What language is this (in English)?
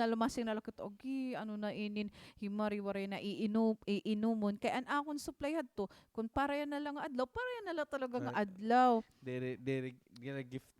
Waray